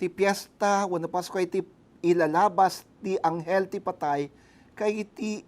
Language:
Iloko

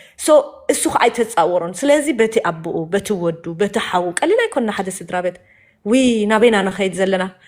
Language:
Tigrinya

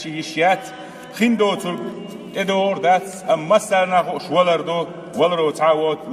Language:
Chechen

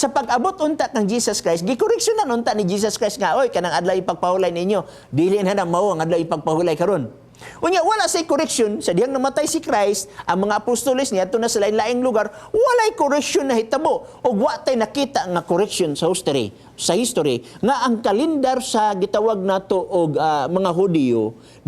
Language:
Cebuano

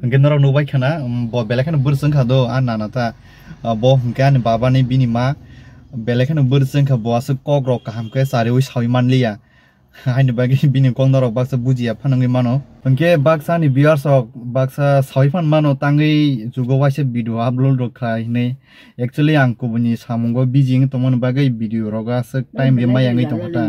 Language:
Kok Borok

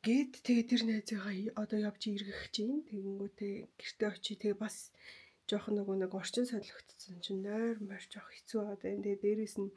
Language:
Mongolian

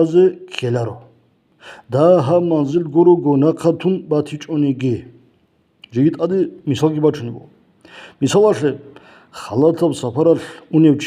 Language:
Avaric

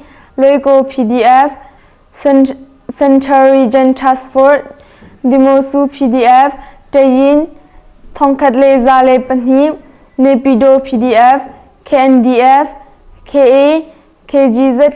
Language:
Hakha Chin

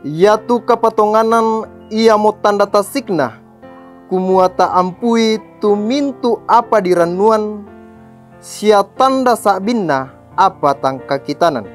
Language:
Toraja-Sa'dan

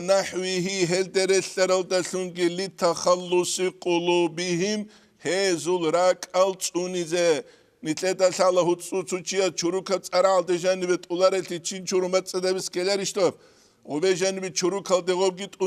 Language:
Avaric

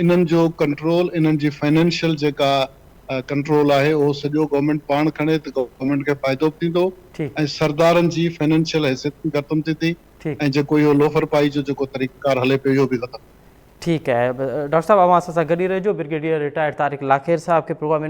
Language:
Sindhi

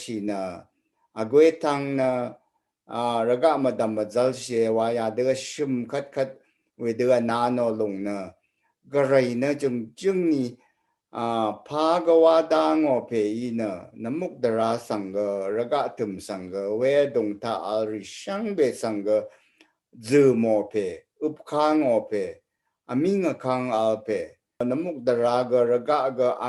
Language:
Rawang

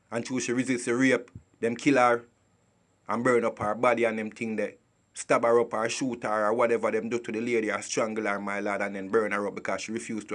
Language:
Jamaican Creole English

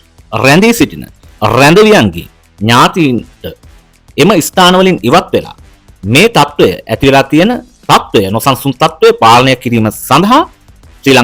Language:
Sinhala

